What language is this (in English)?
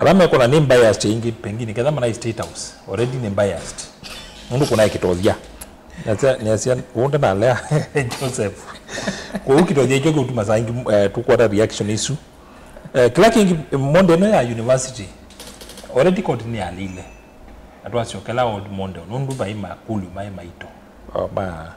Kamba